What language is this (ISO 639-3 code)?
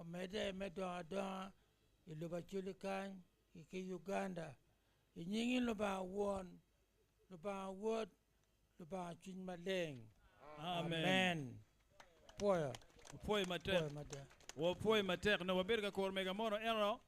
ach